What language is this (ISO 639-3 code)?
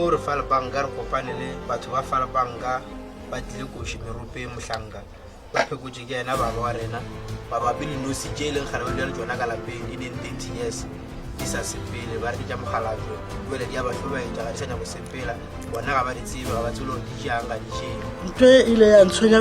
nso